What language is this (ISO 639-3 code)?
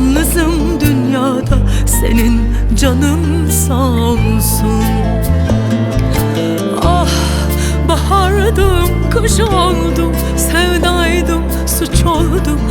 tur